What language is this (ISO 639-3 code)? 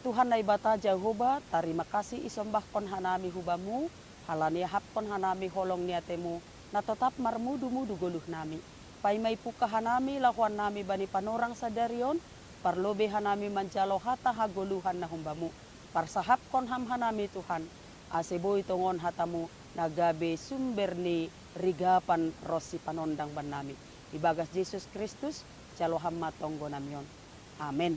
bts